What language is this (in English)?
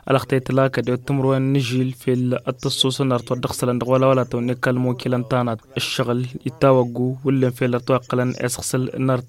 Tamasheq